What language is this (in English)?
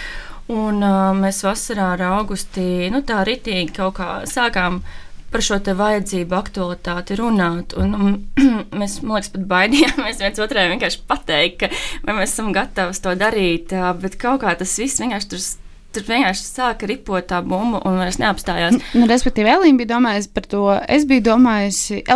Latvian